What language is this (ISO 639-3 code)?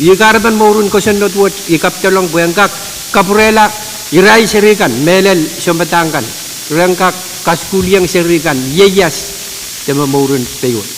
pon